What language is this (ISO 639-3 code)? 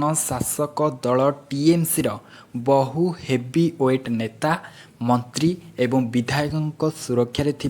ori